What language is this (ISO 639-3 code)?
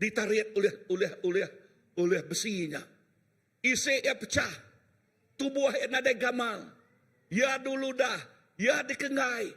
iba